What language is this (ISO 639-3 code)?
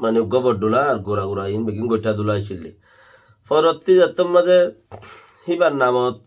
rhg